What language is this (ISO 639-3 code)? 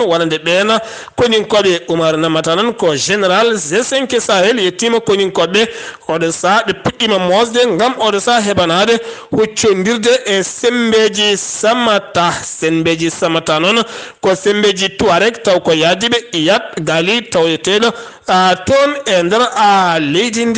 ful